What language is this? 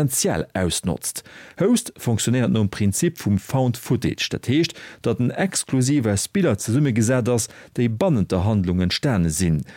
Luxembourgish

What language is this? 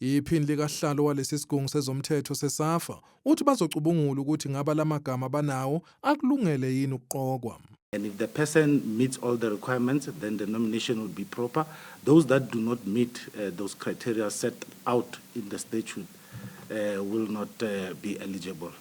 Zulu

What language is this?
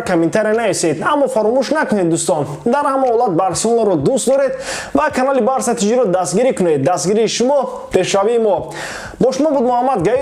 Tajik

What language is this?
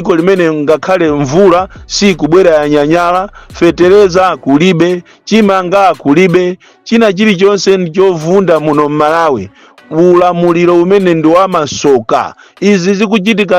Nyanja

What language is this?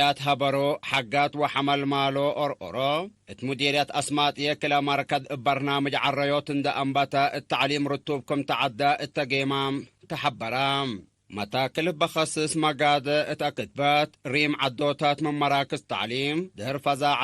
Tigre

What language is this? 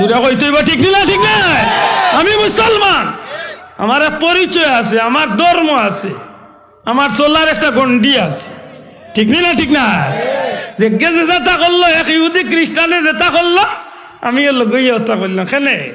Sylheti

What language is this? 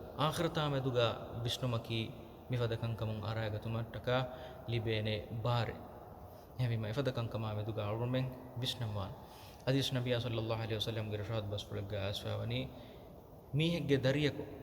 Divehi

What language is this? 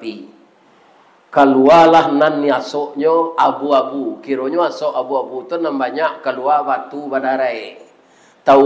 Minangkabau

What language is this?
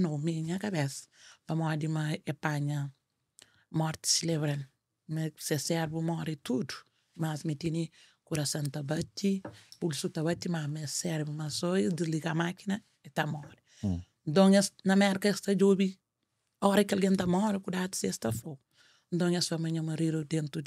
Kabuverdianu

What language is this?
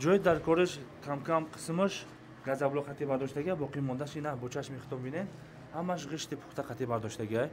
Tajik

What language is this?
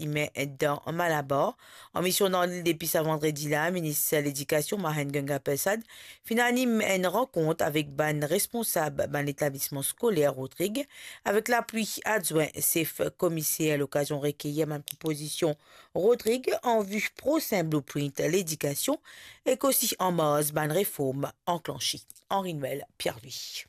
Morisyen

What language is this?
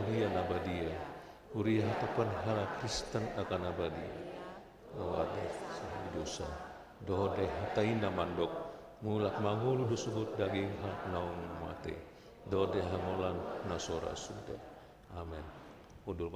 Batak Toba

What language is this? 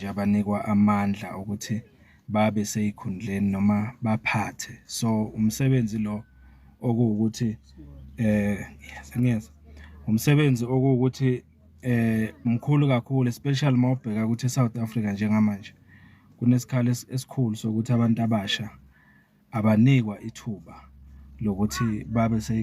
Zulu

